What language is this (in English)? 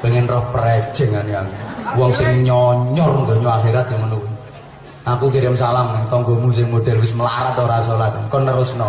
Javanese